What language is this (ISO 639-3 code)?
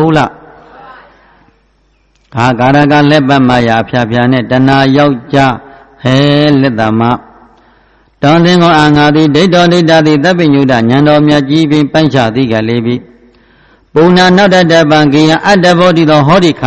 mya